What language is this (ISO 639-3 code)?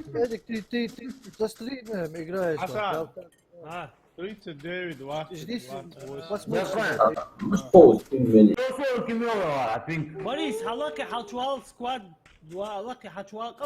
inh